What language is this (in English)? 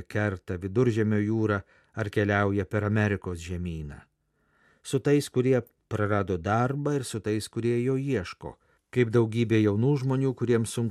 Lithuanian